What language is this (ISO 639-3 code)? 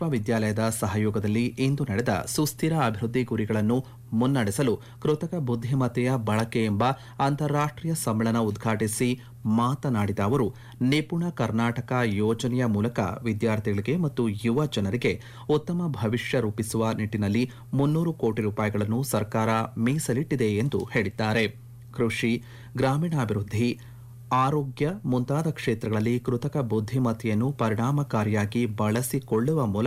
kan